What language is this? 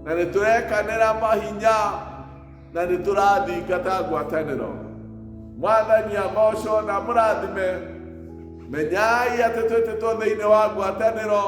Kikuyu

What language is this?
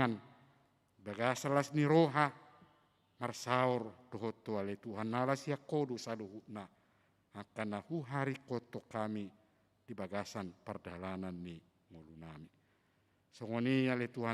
Batak Toba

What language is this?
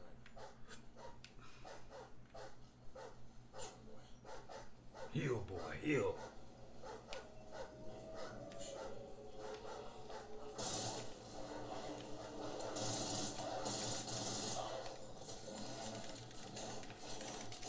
English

